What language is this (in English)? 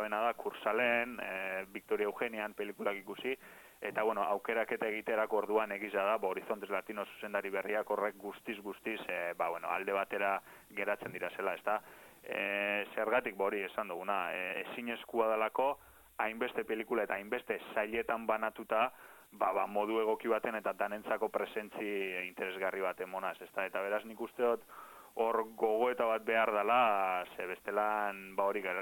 Basque